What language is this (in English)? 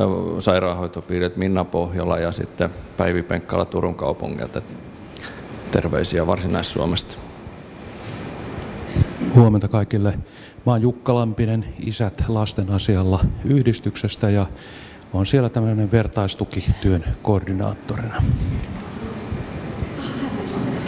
Finnish